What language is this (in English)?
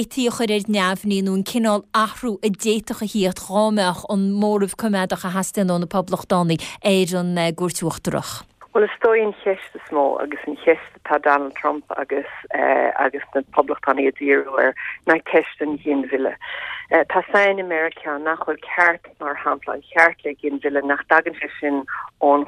Irish